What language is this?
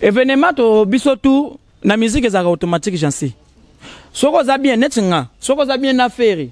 Lingala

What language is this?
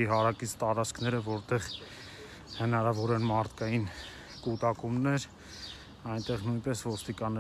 Armenian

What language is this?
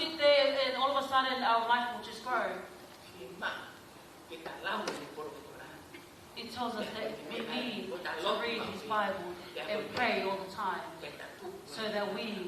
Tongan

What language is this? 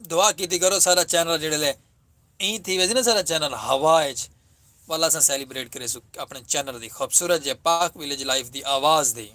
Saraiki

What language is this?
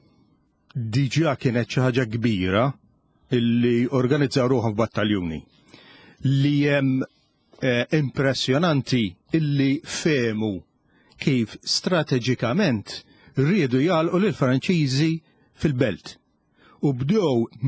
Maltese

